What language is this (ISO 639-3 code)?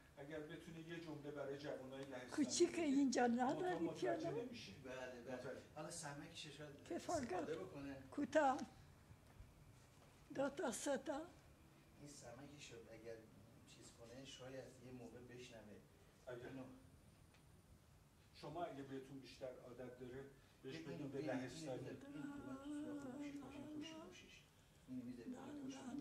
fas